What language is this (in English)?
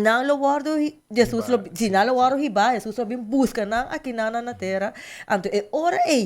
Papiamento